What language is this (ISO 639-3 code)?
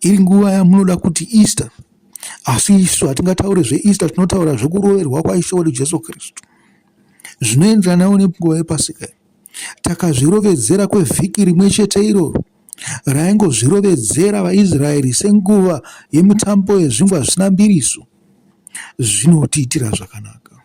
sna